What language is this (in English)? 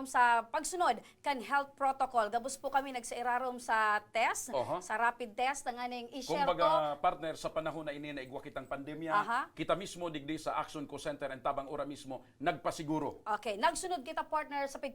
Bikol